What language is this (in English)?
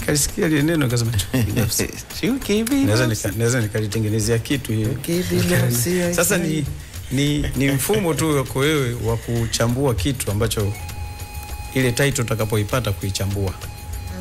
Swahili